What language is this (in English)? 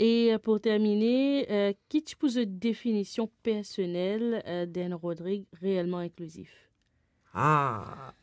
Morisyen